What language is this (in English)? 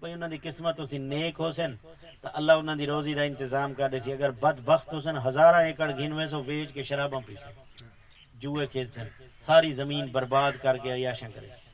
Saraiki